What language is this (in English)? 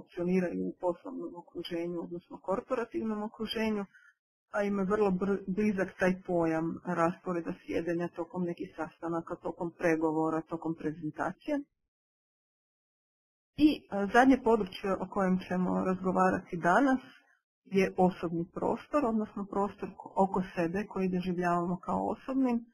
Croatian